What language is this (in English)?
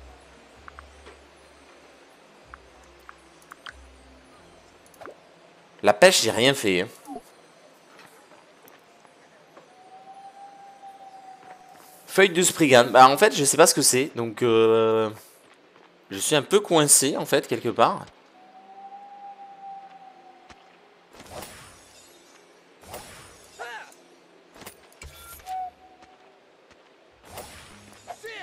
French